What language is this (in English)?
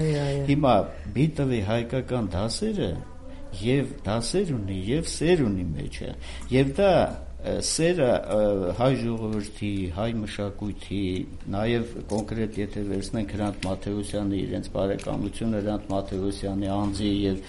Armenian